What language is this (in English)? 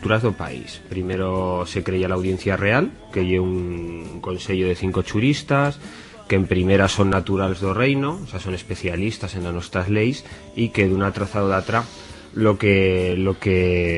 Aragonese